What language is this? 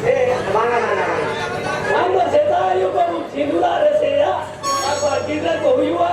Santali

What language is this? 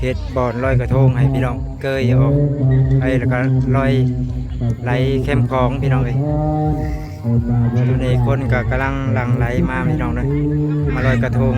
Lao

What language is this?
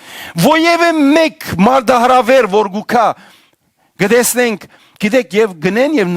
Western Armenian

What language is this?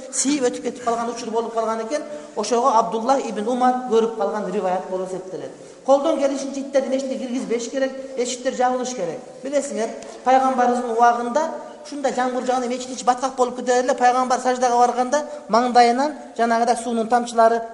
Kyrgyz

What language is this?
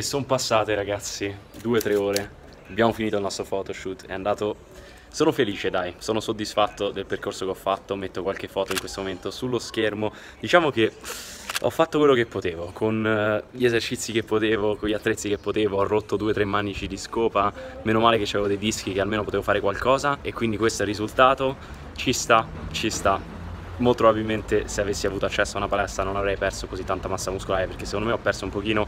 Italian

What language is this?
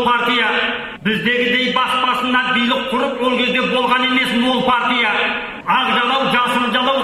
Kazakh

